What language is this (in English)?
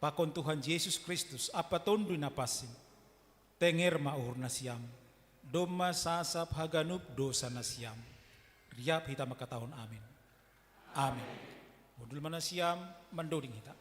Batak Simalungun